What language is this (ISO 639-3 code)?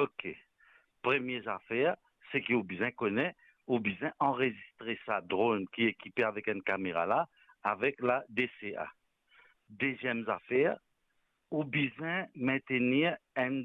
mfe